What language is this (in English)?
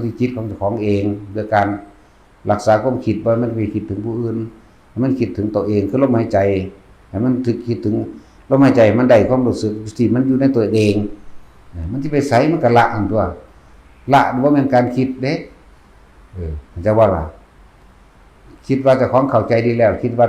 Northeastern Thai